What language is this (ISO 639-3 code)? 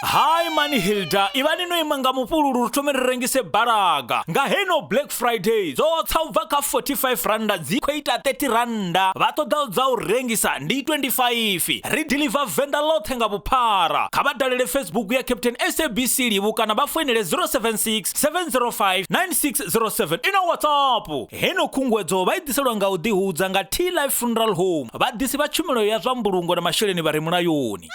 ven